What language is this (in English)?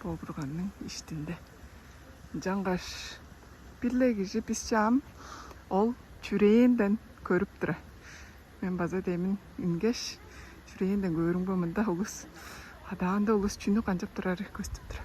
Tuvinian